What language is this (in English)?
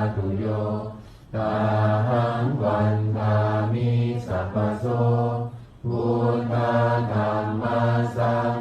Pali